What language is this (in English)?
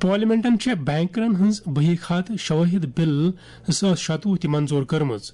Kashmiri